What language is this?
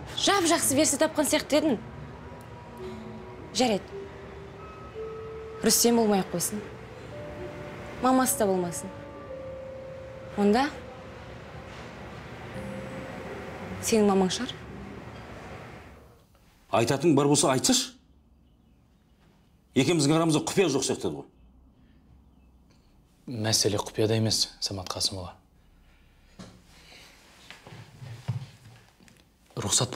Kazakh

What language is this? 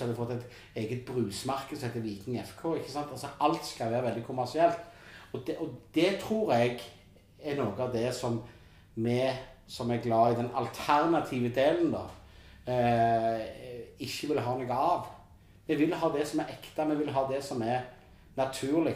Norwegian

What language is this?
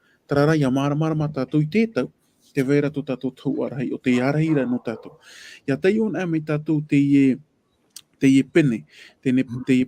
Tahitian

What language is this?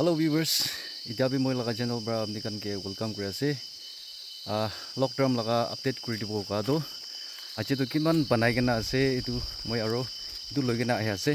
Naga Pidgin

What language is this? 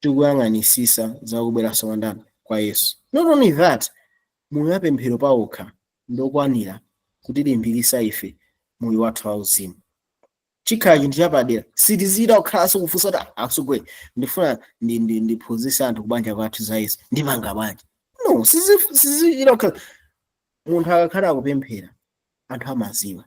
Nyanja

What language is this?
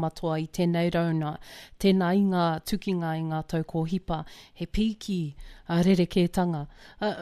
Māori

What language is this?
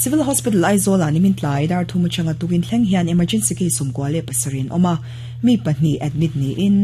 Mizo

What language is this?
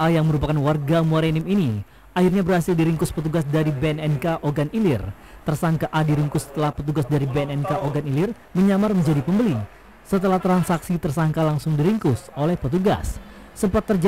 Indonesian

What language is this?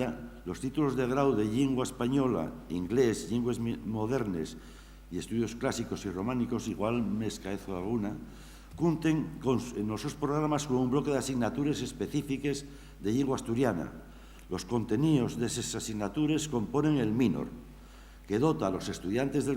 Asturian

